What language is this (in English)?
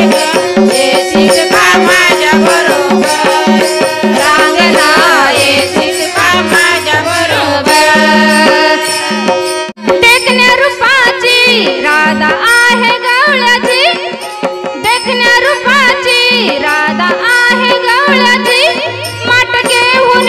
Marathi